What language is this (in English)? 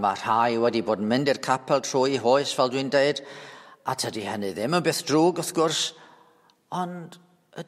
Welsh